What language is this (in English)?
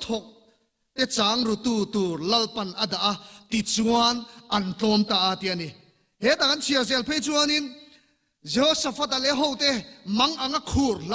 Mizo